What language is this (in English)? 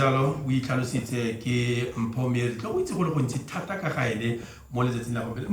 Tswana